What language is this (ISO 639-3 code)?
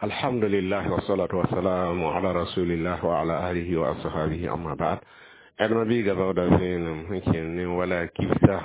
mos